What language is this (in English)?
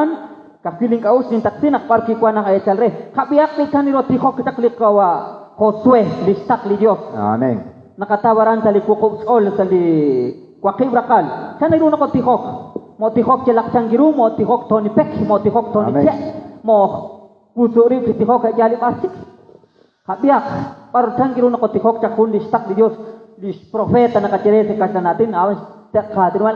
Kekchí